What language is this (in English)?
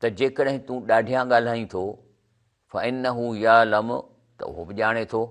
Sindhi